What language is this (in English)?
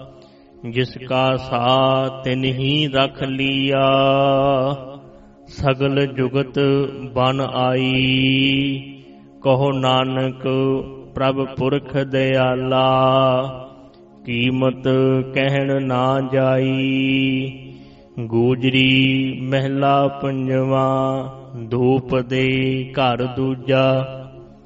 Punjabi